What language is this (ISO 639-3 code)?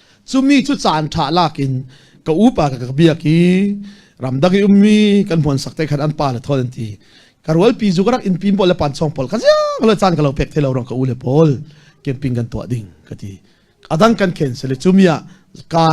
cfm